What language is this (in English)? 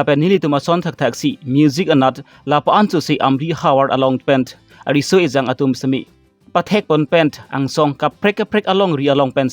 Karbi